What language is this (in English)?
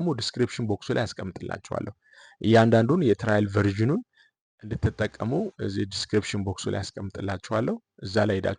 Amharic